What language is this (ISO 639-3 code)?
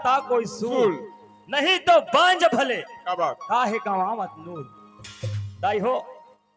hne